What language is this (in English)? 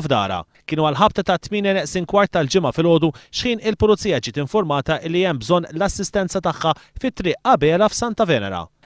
Maltese